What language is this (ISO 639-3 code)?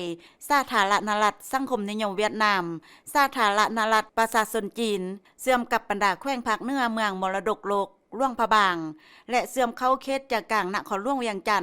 lao